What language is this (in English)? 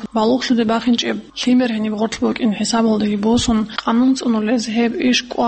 Avaric